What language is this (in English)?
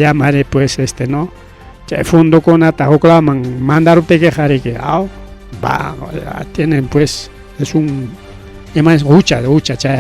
Ayacucho Quechua